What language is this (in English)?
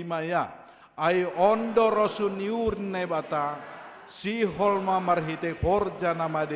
Batak Simalungun